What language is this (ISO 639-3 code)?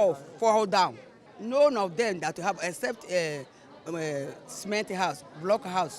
pcm